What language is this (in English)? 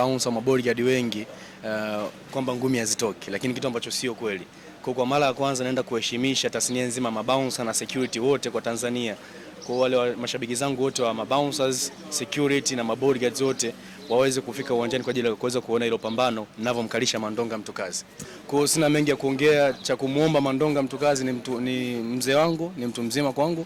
Swahili